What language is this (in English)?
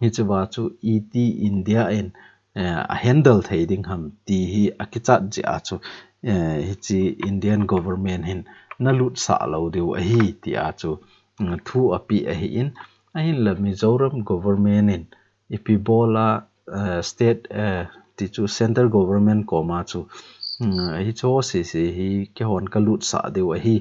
Thado Chin